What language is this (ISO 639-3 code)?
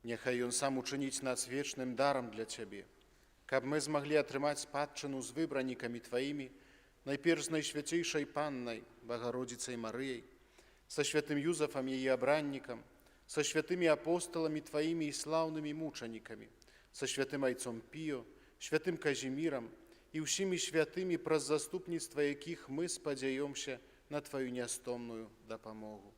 bel